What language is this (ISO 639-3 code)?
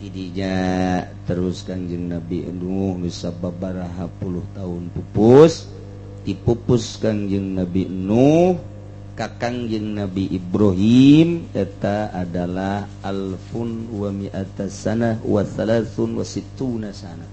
sun